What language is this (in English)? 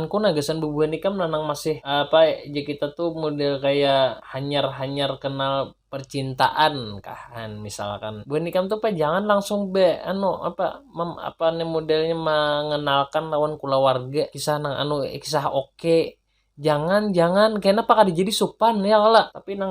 Banjar